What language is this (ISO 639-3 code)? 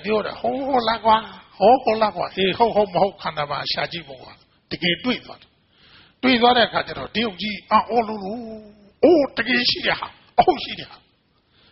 mya